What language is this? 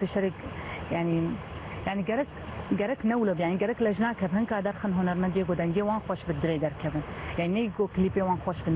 Kurdish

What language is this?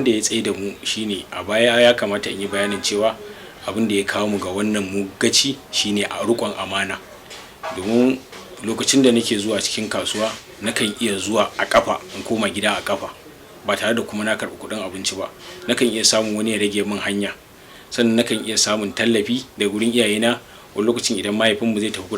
Hausa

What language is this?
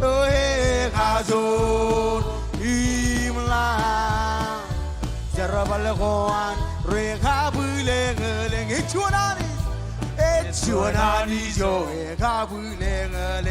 Marshallese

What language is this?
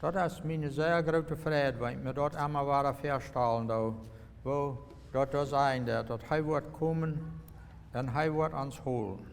Plautdietsch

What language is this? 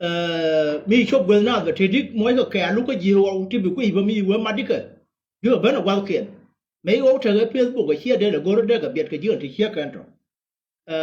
Nuer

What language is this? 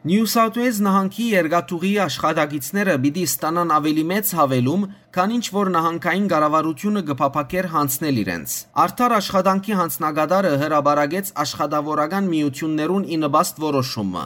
Western Armenian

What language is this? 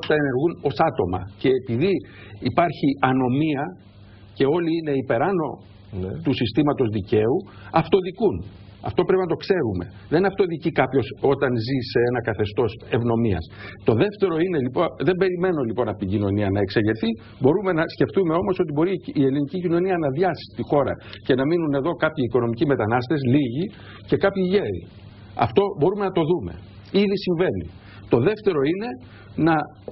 Greek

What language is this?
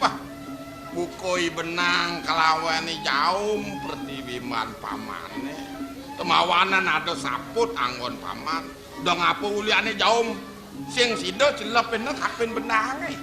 Balinese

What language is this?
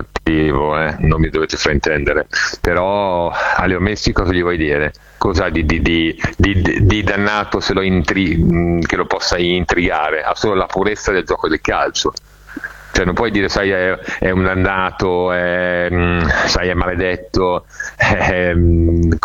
Italian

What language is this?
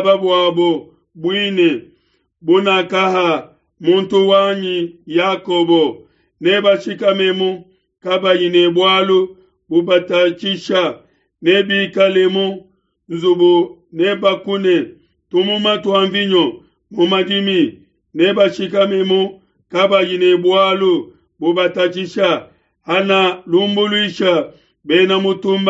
Luba-Lulua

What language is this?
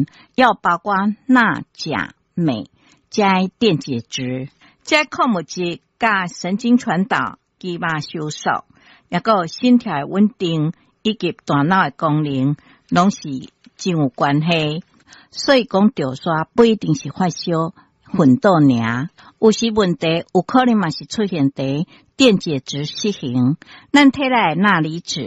Min Nan Chinese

